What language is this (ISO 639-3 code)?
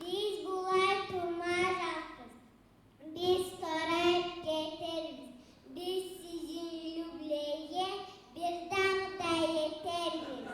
kum